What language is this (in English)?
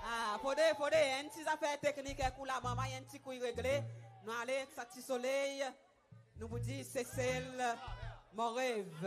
Seselwa Creole French